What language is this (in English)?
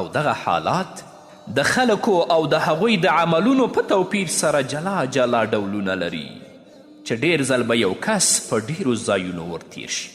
Pashto